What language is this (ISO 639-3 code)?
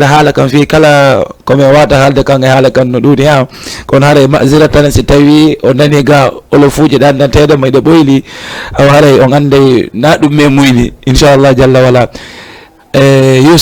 ful